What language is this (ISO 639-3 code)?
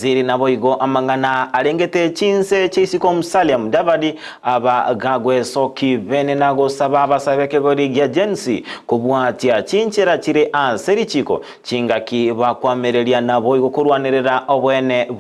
guz